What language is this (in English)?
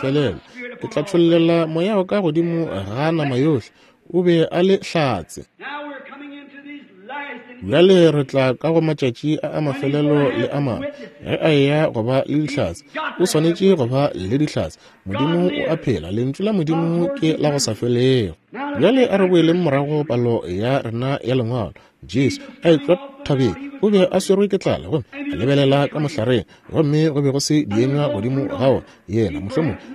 Northern Sotho